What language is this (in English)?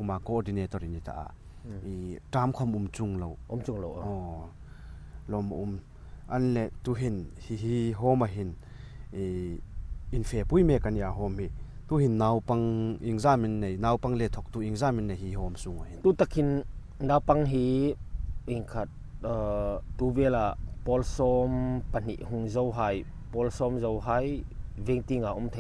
Hmar